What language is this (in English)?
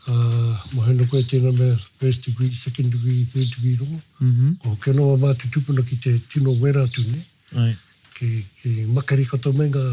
Māori